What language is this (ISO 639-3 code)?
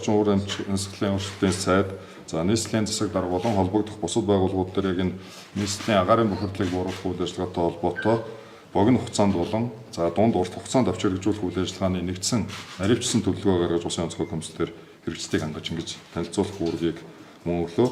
mon